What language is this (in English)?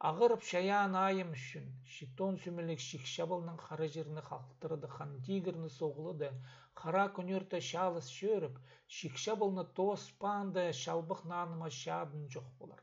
Khakas